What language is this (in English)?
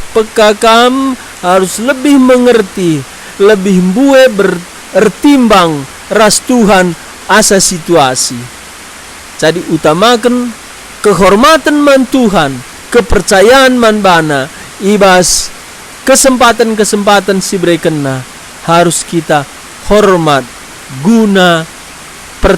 Batak Karo